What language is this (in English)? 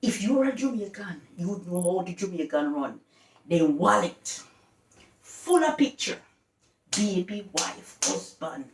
Jamaican Creole English